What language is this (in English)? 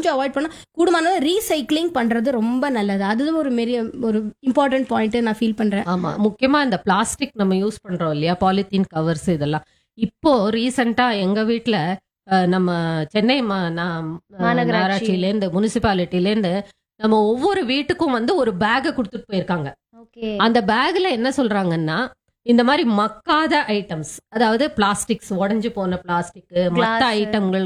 Tamil